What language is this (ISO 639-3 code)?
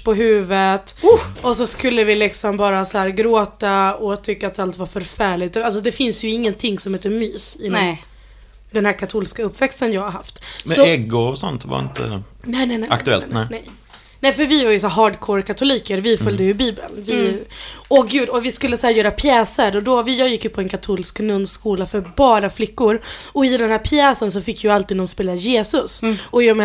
swe